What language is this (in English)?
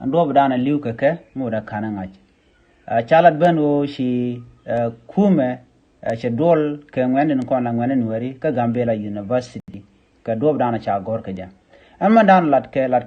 Nuer